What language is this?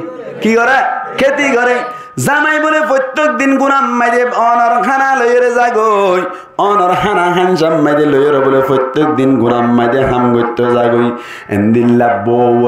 Rohingya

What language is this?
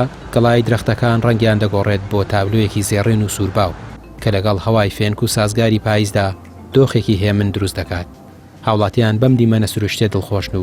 Central Kurdish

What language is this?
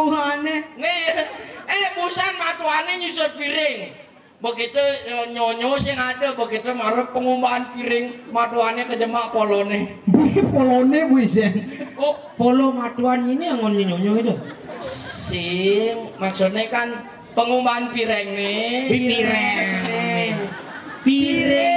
Balinese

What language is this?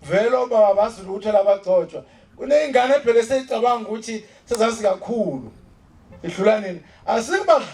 Zulu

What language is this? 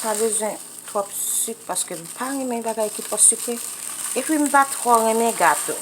Haitian Creole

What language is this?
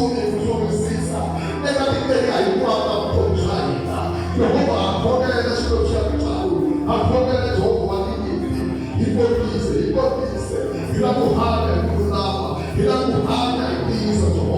Tsonga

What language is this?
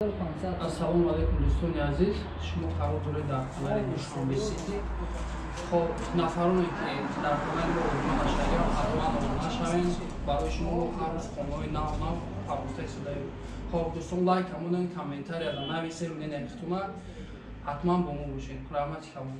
Tajik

